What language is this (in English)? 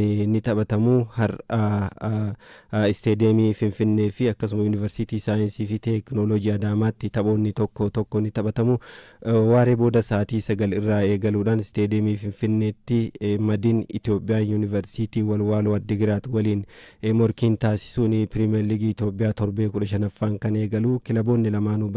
Oromo